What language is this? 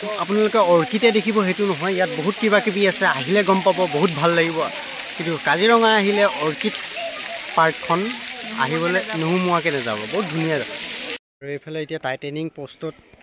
Assamese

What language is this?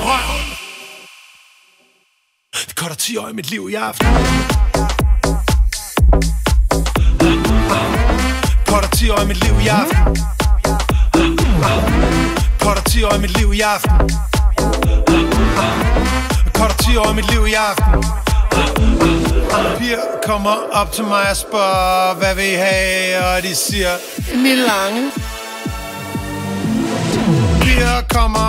Danish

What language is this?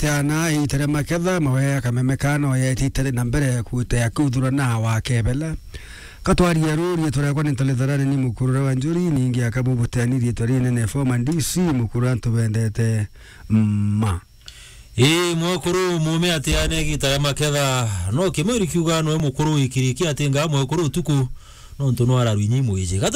Meru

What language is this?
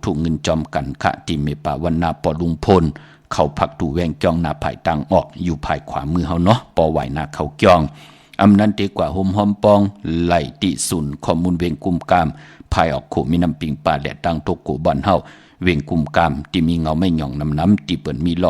Shan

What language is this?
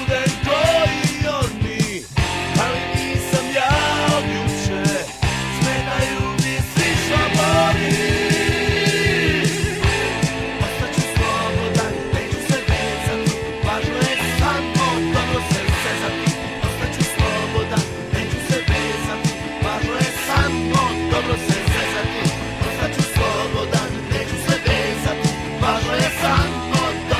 Serbian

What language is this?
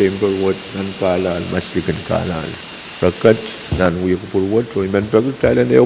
Pohnpeian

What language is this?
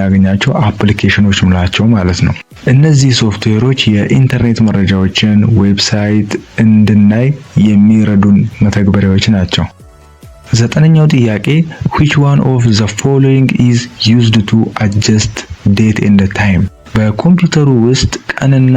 Amharic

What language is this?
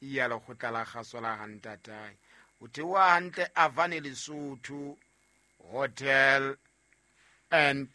Southern Sotho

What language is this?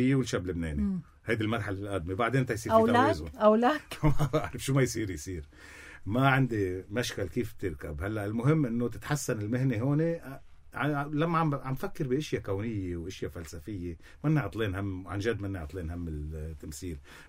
North Levantine Arabic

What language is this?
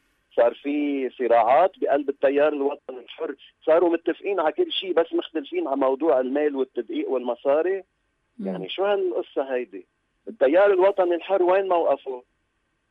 North Levantine Arabic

